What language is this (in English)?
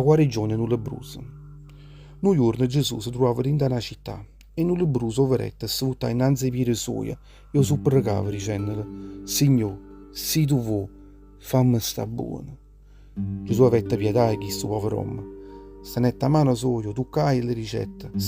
Neapolitan